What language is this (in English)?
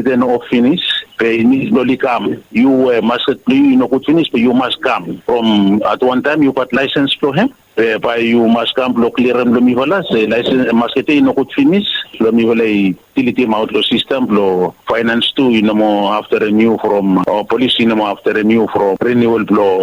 Bislama